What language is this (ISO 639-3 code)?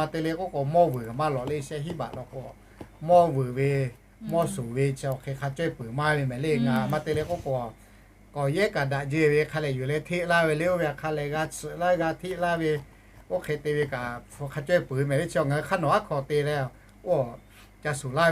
lhu